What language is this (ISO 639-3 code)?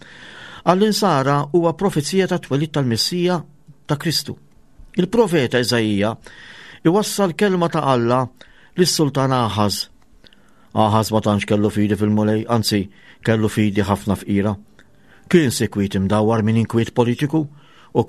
mlt